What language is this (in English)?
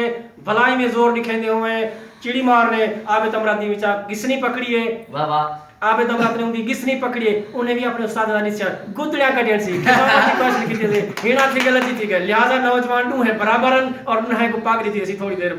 Saraiki